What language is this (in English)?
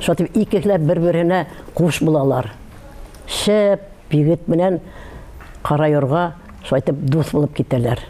Bashkir